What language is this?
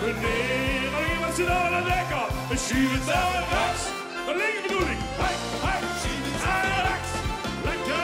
Limburgish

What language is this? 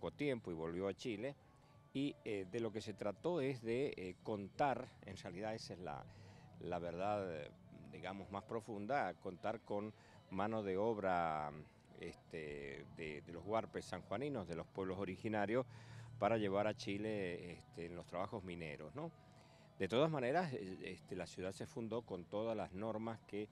Spanish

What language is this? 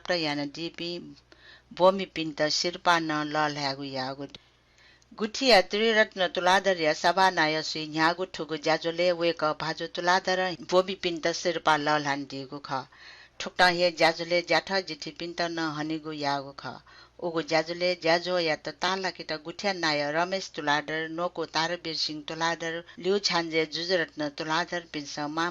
Newari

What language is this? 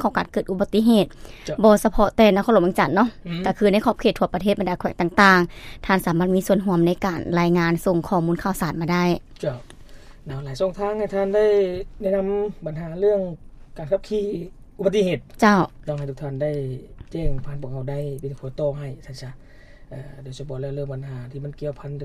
Lao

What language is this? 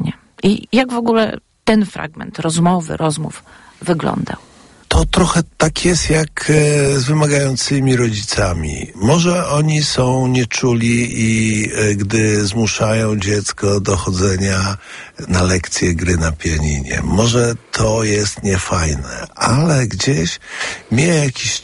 Polish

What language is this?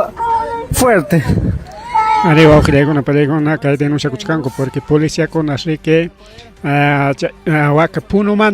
Ayacucho Quechua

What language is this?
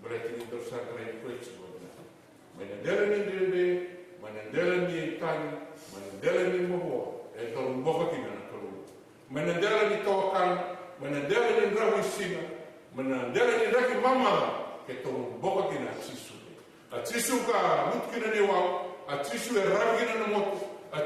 Fijian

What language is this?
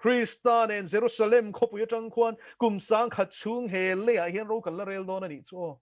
Mizo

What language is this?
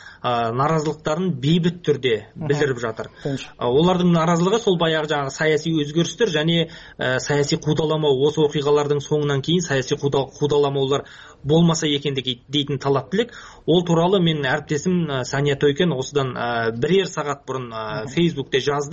Kyrgyz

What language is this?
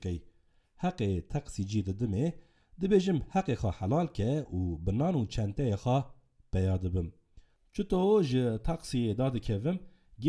Kurdish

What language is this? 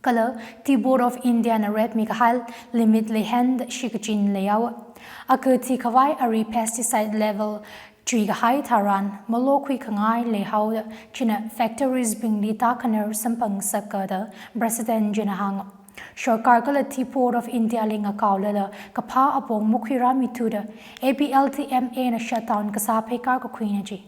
Tangkhul Naga (India)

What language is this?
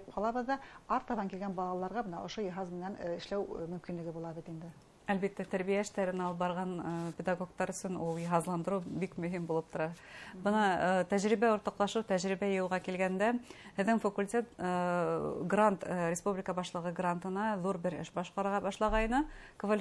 Bashkir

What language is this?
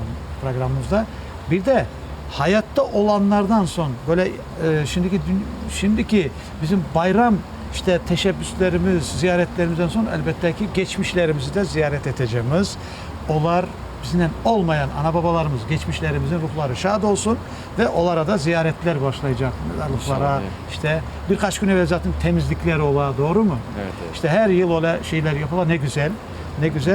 Crimean Tatar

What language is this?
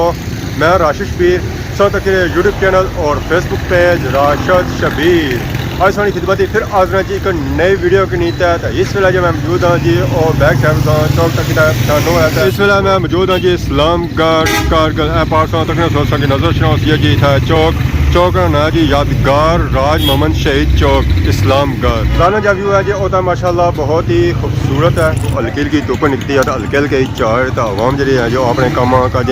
Pahari-Potwari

